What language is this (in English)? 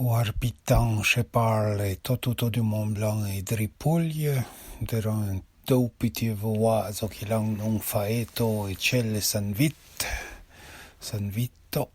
Arpitan